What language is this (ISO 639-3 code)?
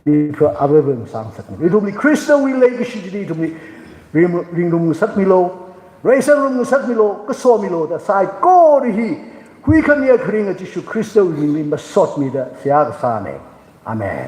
nmf